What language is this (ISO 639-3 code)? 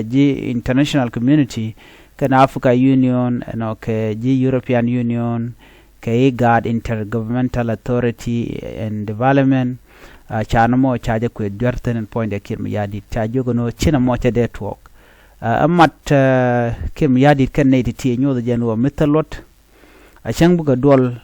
nus